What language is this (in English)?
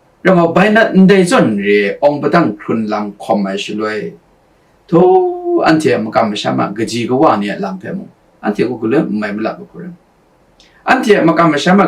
Kachin